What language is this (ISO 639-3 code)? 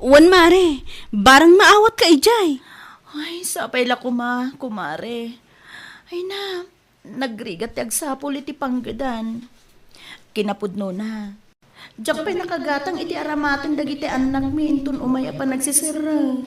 ilo